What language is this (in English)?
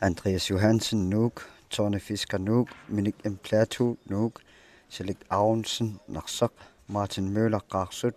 Kalaallisut